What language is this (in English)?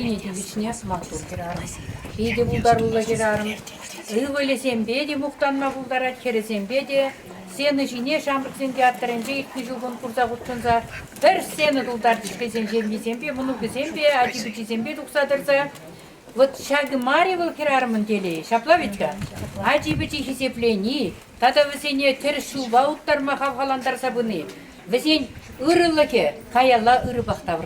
Chuvash